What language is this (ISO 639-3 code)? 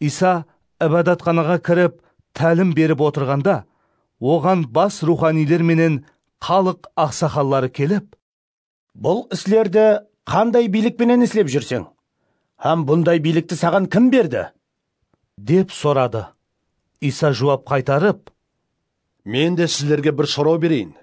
kaa